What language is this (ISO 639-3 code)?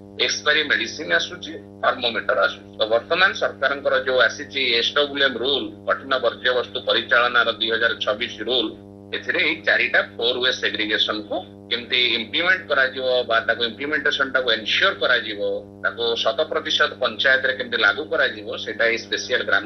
ori